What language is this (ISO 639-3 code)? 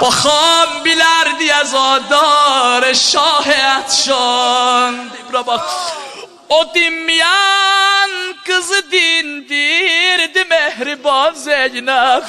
azb